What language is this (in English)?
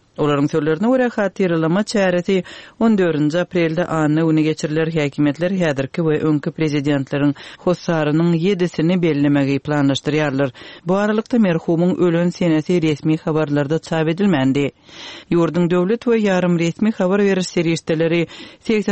Turkmen